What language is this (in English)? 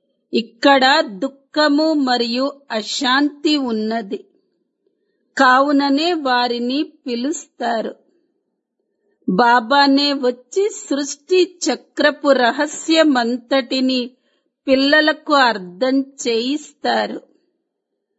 Telugu